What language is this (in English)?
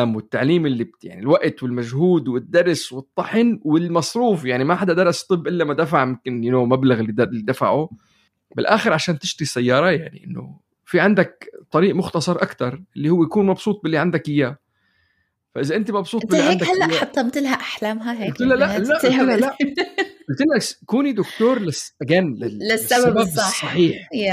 North Levantine Arabic